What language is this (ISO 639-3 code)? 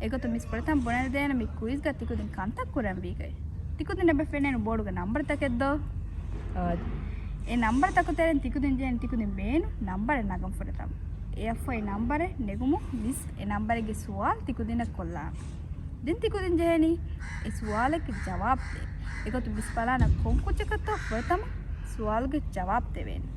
div